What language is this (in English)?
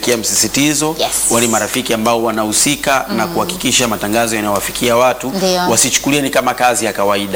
Swahili